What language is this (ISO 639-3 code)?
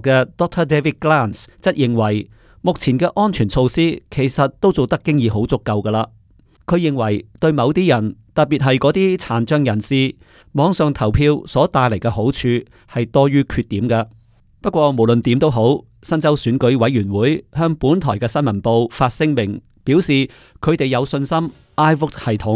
yue